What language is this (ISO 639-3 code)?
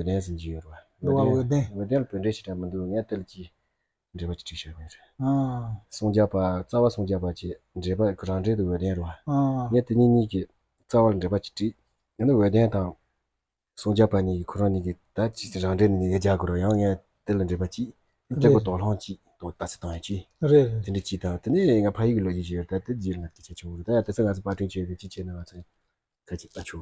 bod